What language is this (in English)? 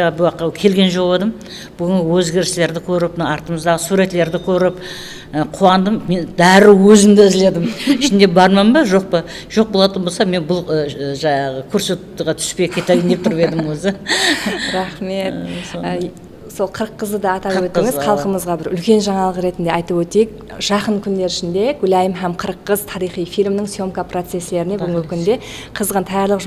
Kara-Kalpak